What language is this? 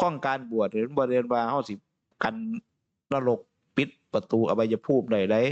Northeastern Thai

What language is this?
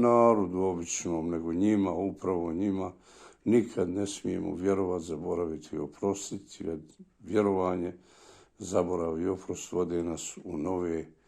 Bosnian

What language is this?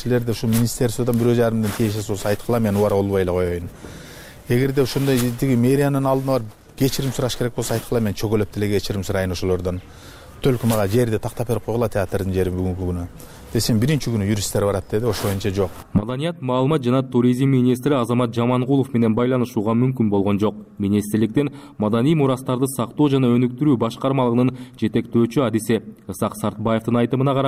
Kyrgyz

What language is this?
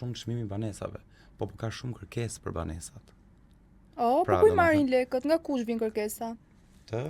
Albanian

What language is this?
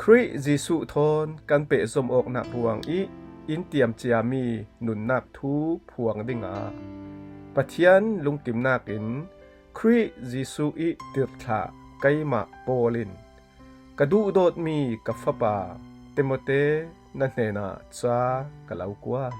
Falam Chin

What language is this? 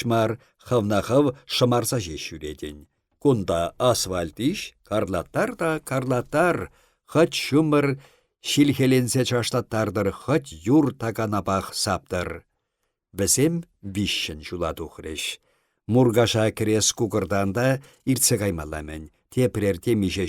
Chuvash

